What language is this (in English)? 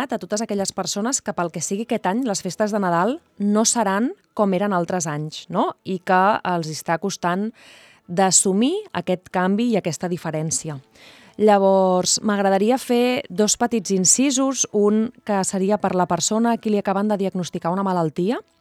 Catalan